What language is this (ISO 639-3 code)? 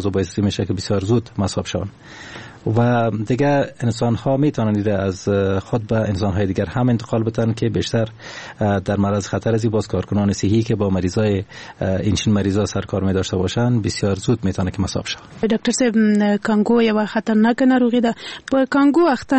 fas